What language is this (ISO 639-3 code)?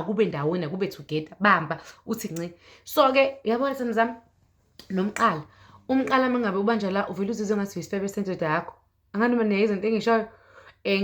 zul